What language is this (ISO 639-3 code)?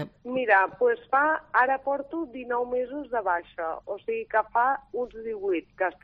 cat